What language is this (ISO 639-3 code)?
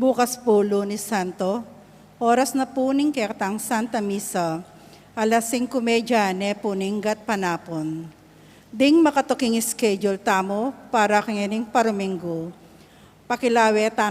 pam